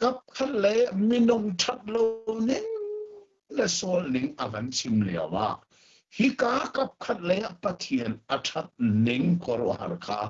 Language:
Hakha Chin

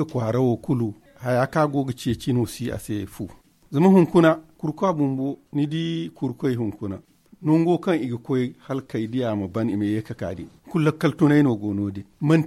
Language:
Zarma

